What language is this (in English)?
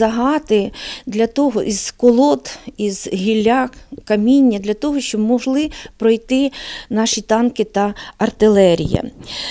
Ukrainian